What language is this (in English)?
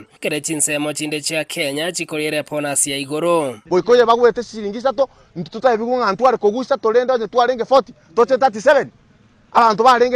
Gusii